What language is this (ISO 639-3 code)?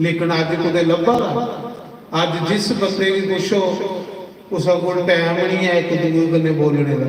doi